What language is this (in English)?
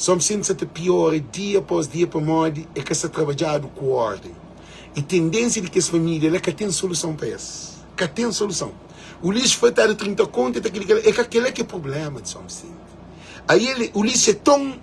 Kabuverdianu